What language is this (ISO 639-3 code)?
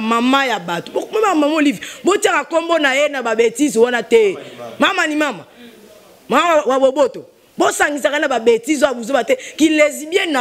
lin